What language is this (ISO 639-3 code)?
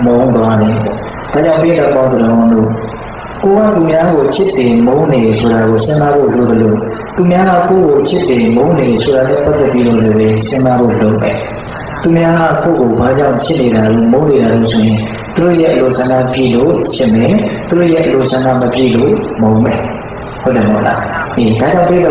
mya